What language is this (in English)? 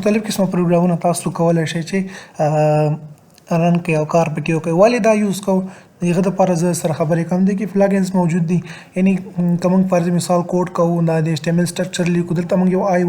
Pashto